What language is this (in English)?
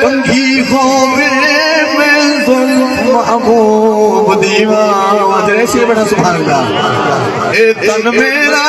Saraiki